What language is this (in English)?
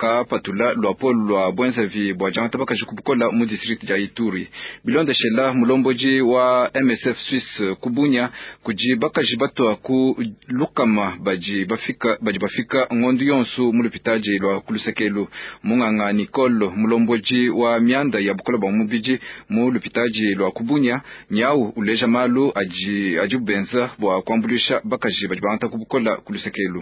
Luba-Lulua